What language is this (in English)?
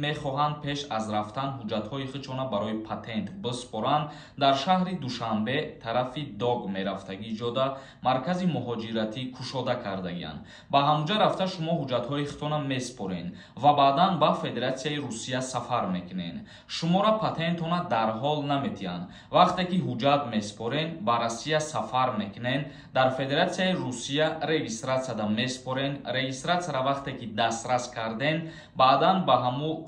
Tajik